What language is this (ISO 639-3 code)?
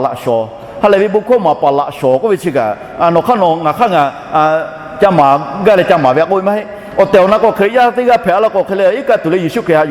lhu